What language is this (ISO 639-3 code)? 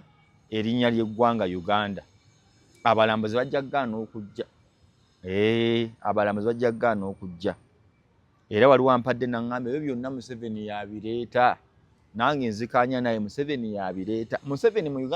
lug